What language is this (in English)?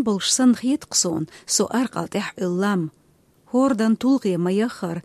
Chechen